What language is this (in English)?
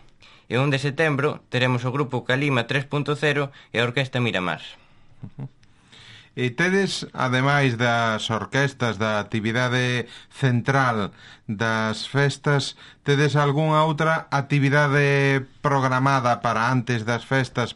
Galician